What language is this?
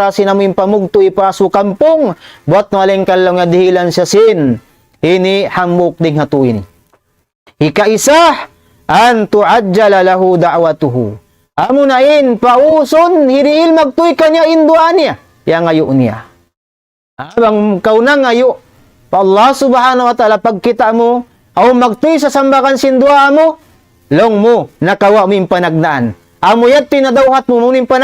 Tausug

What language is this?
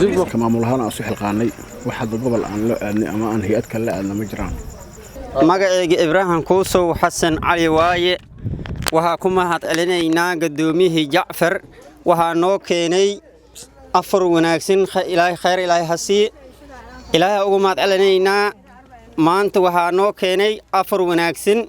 Somali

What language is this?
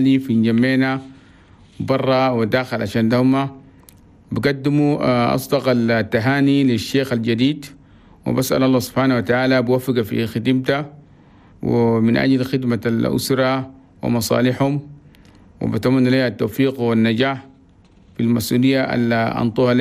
Chadian Arabic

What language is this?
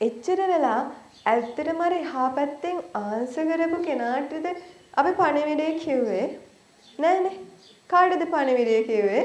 Sinhala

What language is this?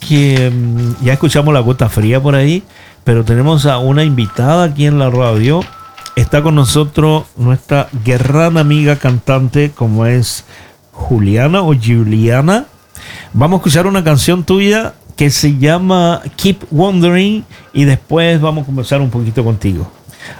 Spanish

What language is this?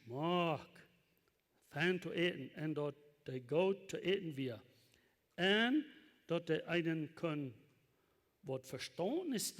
Plautdietsch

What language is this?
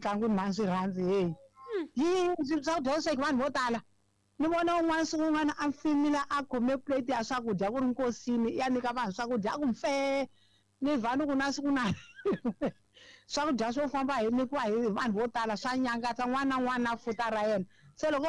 Tsonga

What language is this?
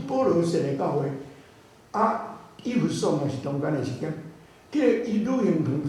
Min Nan Chinese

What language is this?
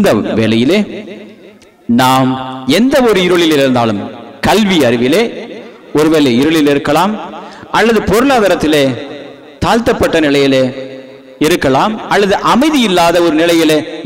Tamil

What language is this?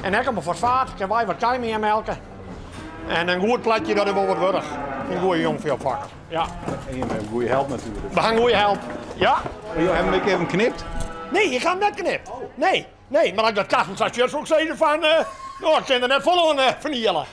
Western Frisian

